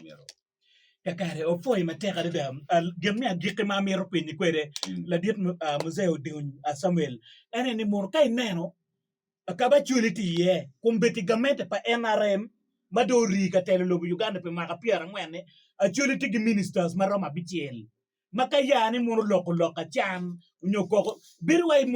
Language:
Acoli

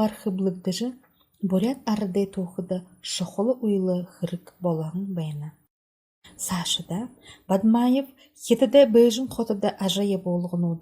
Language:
Buriat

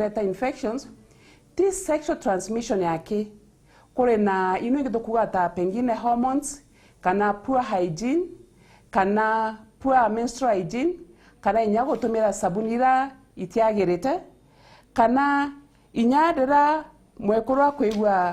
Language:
Meru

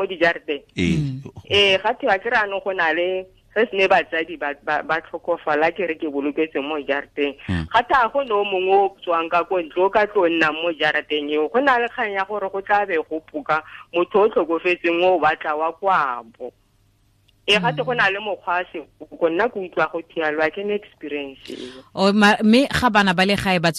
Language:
Tswana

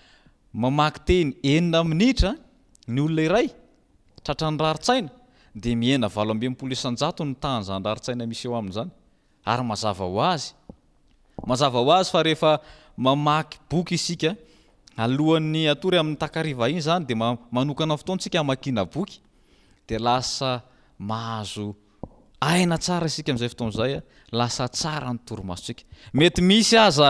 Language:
Malagasy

